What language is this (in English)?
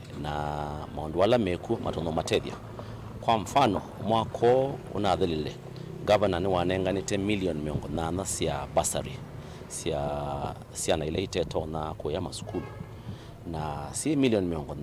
Kamba